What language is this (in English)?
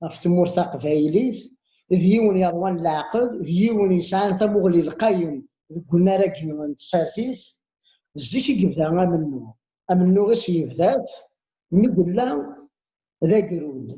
Kabyle